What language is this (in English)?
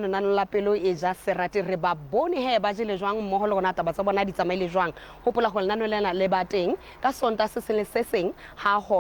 Southern Sotho